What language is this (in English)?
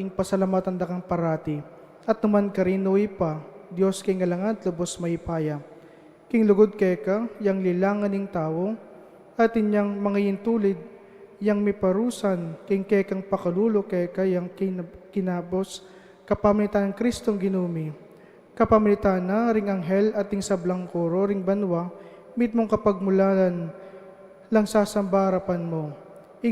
Pampanga